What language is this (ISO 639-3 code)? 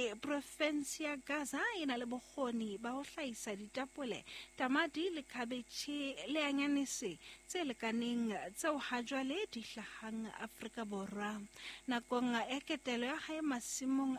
sot